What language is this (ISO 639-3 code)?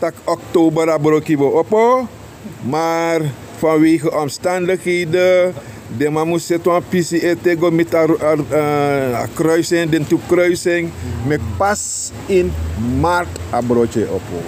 srn